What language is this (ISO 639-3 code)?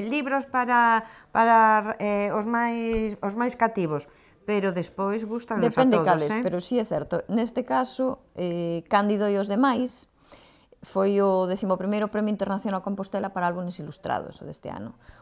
glg